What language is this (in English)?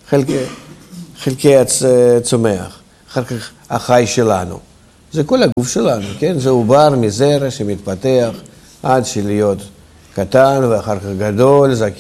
Hebrew